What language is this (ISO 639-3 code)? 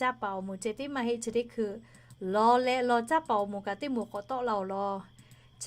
lhu